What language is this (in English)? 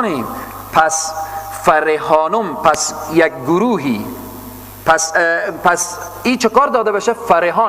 Persian